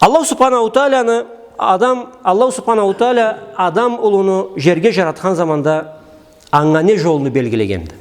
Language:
Karachay-Balkar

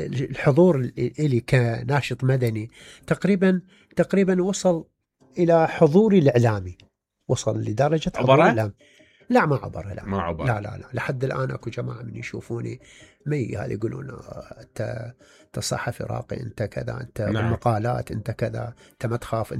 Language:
Mesopotamian Arabic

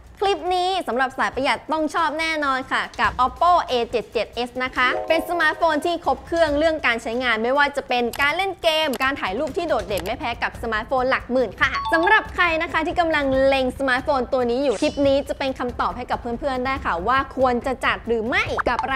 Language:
Thai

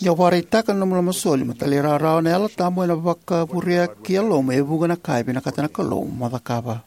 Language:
Fijian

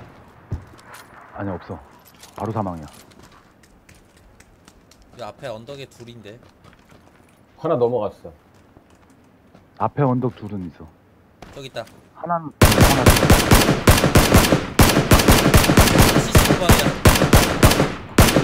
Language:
Korean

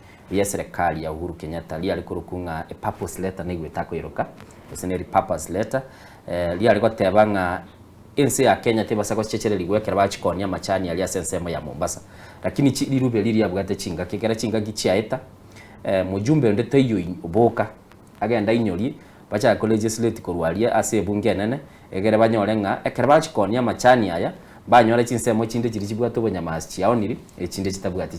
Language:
Gusii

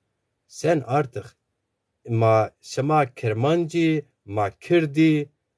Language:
Zaza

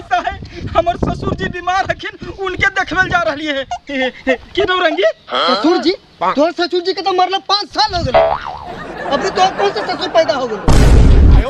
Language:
Magahi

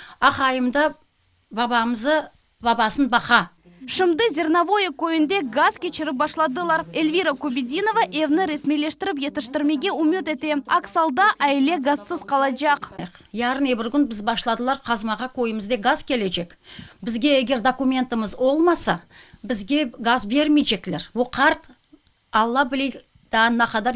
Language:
Crimean Tatar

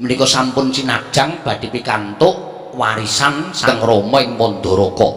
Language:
Javanese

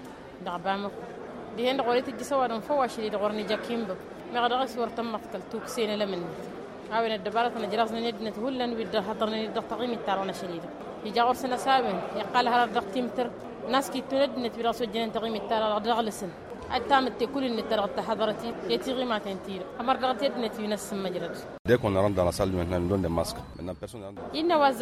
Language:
Tamasheq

